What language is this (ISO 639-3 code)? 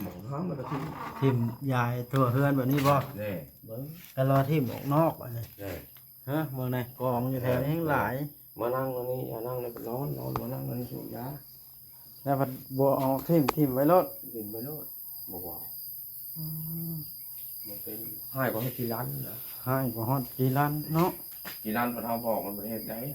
tts